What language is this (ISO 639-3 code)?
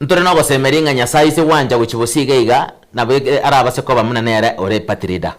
guz